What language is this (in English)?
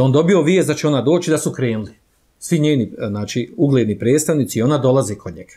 Bosnian